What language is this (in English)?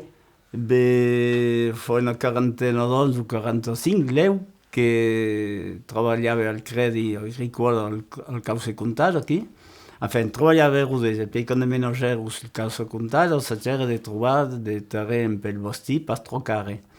Occitan